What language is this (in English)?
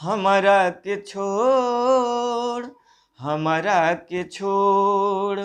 Bhojpuri